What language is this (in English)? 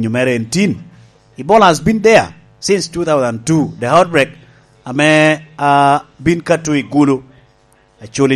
Lango (Uganda)